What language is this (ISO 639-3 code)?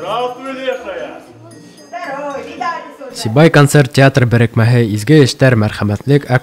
bak